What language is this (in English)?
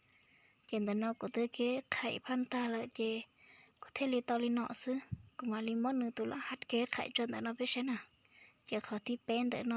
Hmong